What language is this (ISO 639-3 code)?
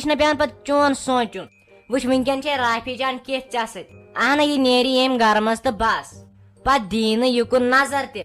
kas